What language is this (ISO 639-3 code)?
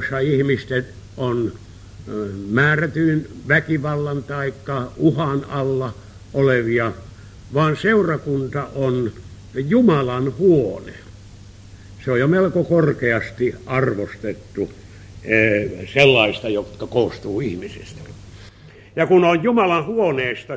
fin